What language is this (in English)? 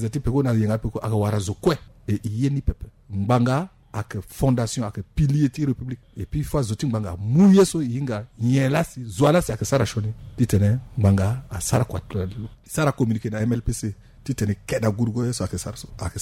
Sango